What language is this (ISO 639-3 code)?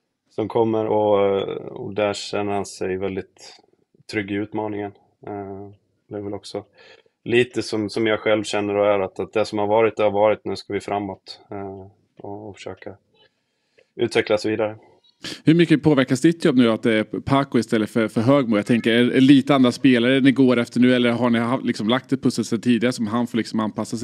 swe